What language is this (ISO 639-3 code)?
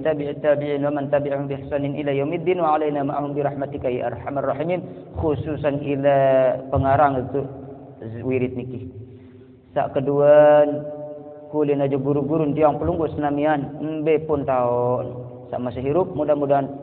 sas